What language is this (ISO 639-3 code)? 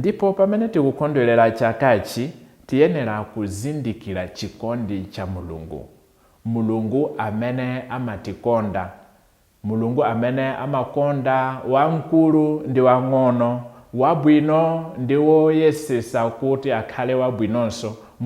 nya